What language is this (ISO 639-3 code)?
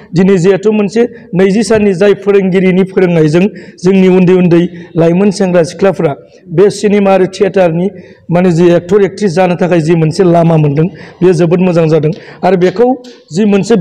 brx